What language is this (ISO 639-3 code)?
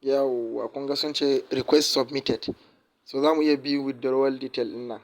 hau